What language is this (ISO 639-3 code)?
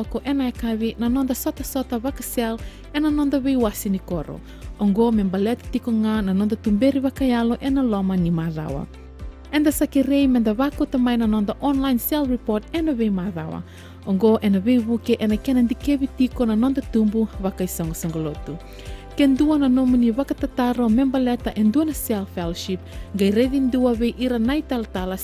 fij